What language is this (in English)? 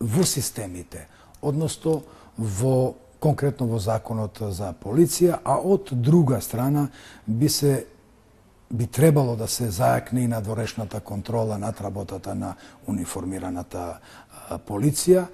Macedonian